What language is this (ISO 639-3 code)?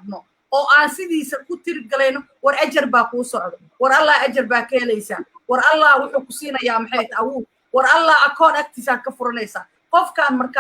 som